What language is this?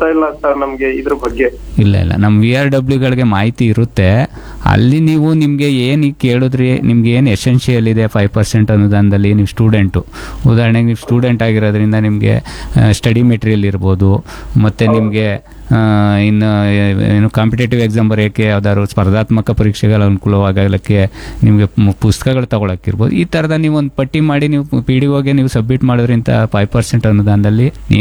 Kannada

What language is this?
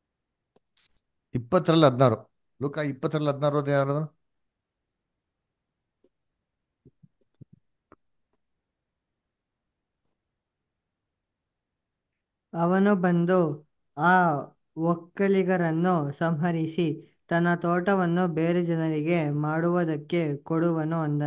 Kannada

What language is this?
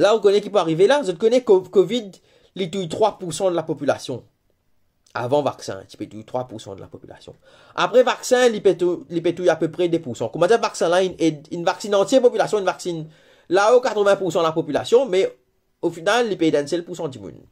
Morisyen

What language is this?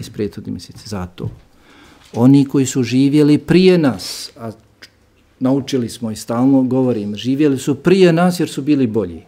Bosnian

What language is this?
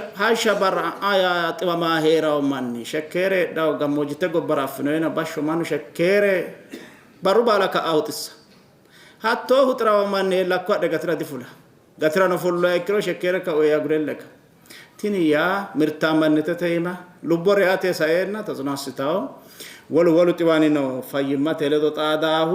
Sidamo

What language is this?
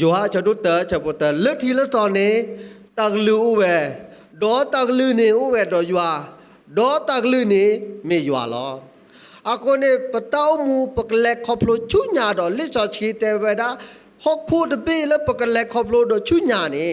S'gaw Karen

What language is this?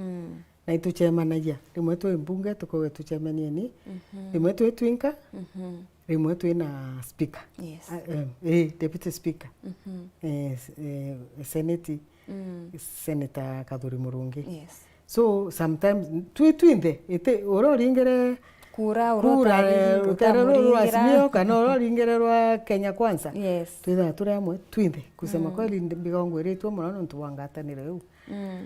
Meru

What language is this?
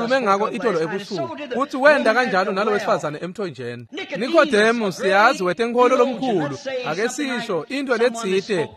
Swati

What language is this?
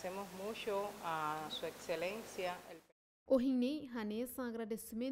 Tetum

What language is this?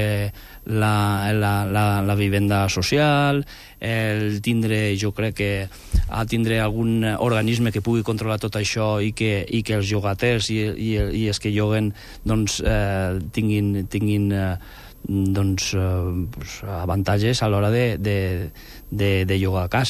Catalan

